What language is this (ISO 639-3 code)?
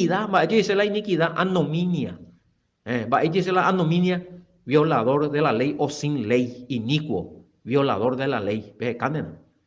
grn